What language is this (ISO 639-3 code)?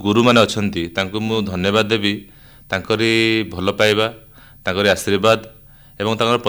ori